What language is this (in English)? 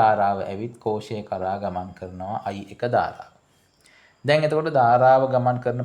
Sinhala